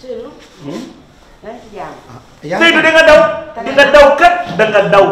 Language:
Wolof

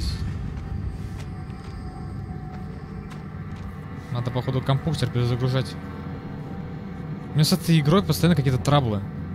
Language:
Russian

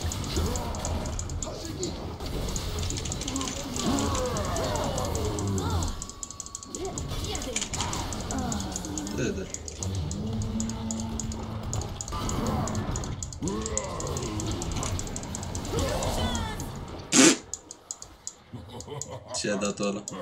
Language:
Romanian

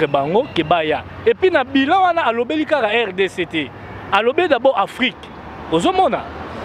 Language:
Lingala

